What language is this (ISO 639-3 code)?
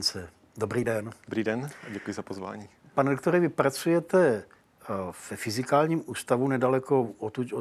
ces